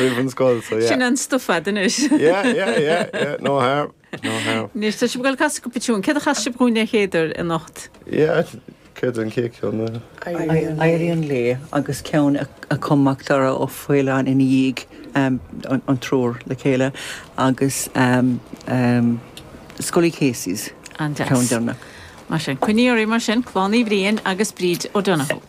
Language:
Irish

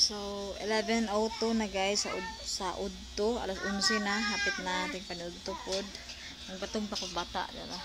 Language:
Cebuano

